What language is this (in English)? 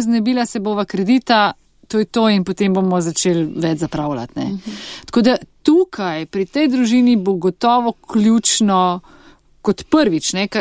Slovenian